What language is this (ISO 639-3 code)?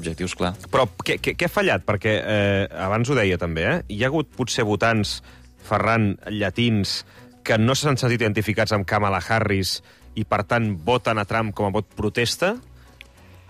cat